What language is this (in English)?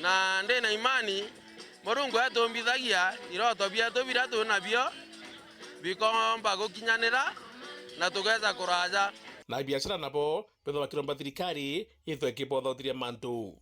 Meru